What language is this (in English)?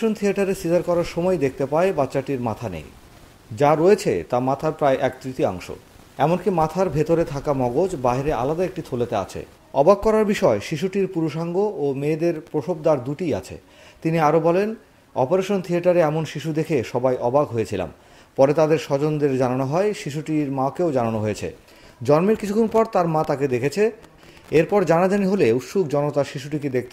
Bangla